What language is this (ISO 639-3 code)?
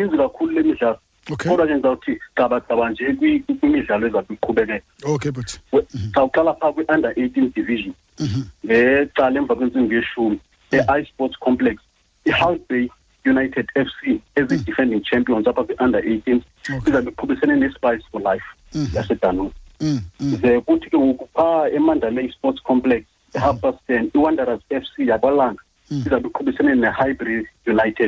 xho